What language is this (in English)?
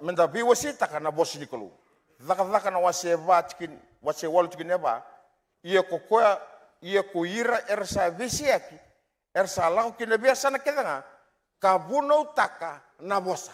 Fijian